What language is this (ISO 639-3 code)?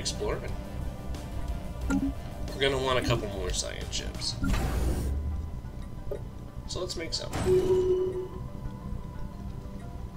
eng